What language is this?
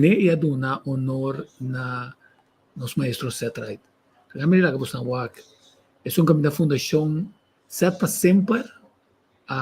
Papiamento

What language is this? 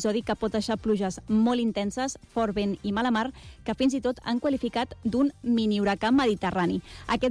Catalan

